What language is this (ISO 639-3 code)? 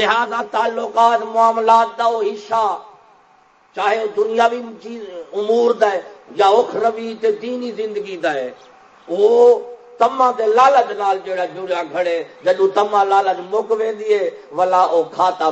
skr